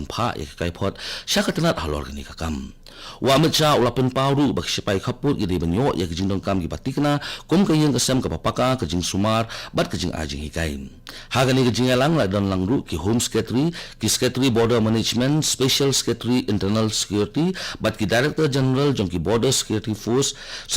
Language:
Khasi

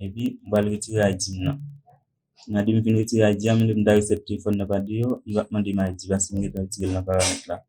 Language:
Haitian Creole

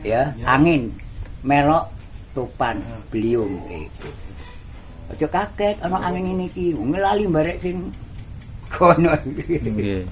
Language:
Javanese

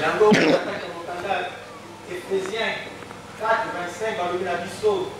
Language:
Lingala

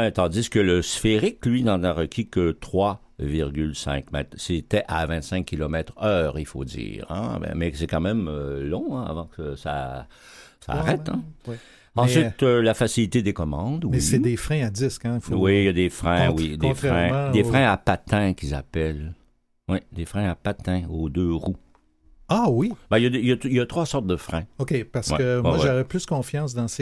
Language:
French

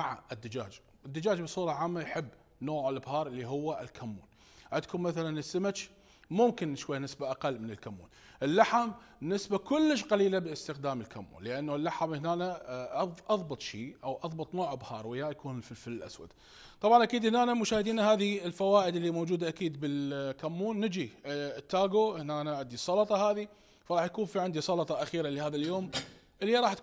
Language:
Mesopotamian Arabic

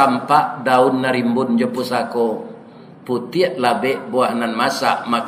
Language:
Minangkabau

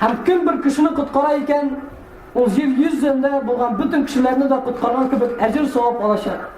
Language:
Tatar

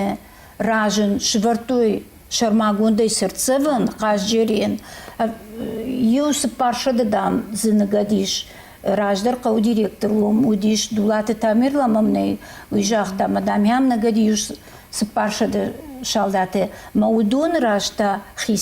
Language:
Ossetic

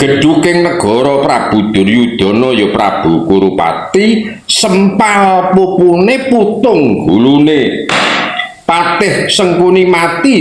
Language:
Javanese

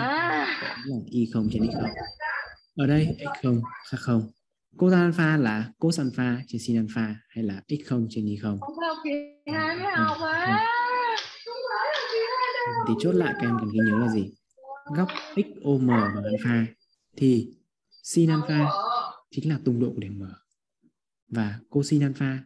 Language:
Vietnamese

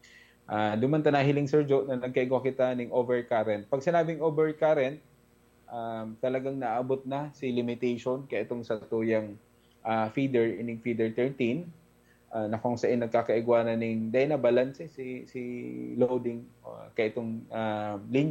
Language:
Bikol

